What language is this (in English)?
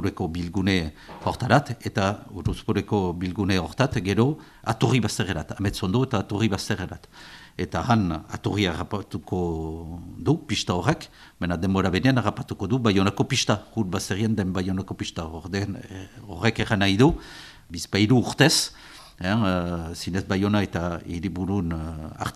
Basque